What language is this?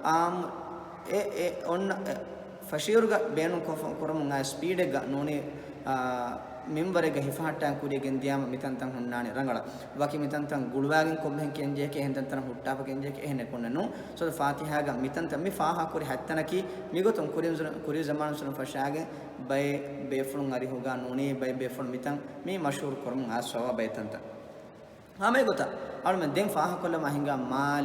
Divehi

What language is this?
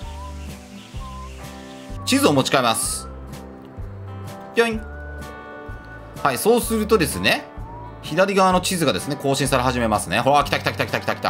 Japanese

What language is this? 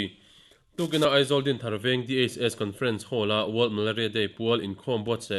Mizo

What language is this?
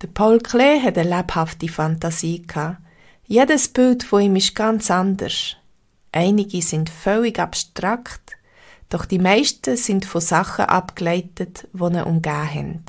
Swiss German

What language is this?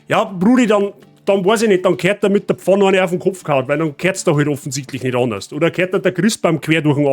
Bavarian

